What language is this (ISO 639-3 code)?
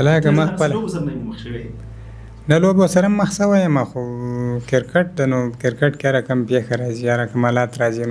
pus